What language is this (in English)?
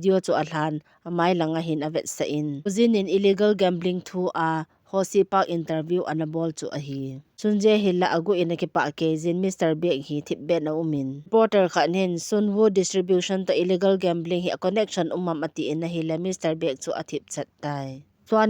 Thado Chin